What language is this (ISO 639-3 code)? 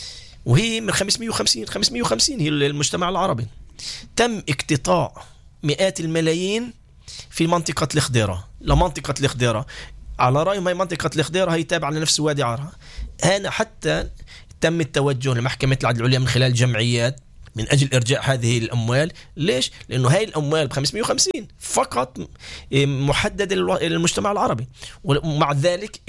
apc